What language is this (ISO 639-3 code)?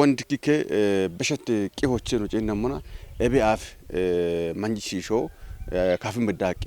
kbr